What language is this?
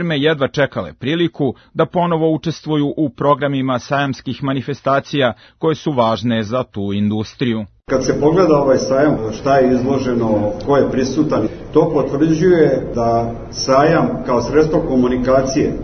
Serbian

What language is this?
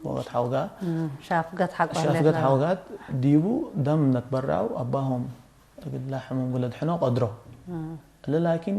Tigre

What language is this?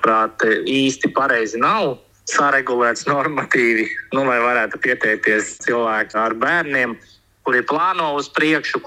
Latvian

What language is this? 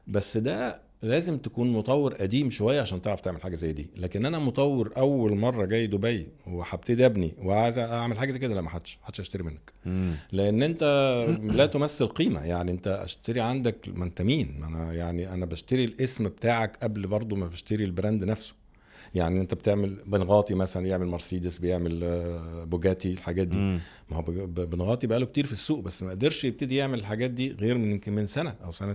Egyptian Arabic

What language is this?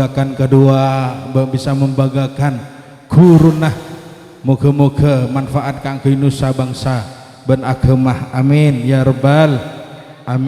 Madurese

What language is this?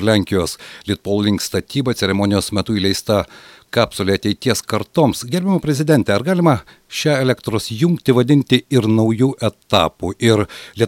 Lithuanian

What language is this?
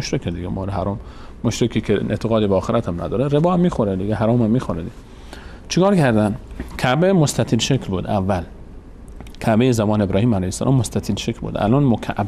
Persian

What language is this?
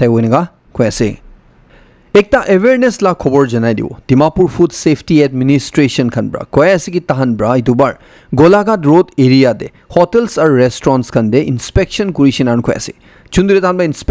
Naga Pidgin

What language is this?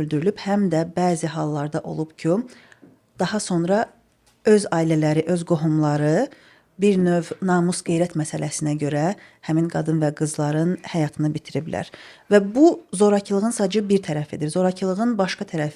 Azerbaijani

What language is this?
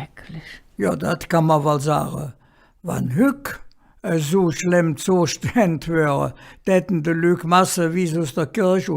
Colognian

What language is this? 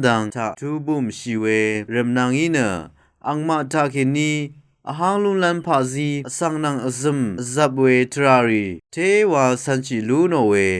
Rawang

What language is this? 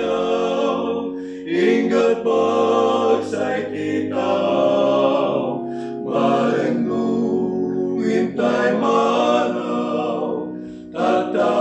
Iloko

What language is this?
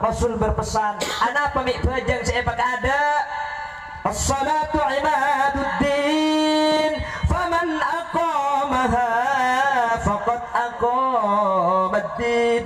Madurese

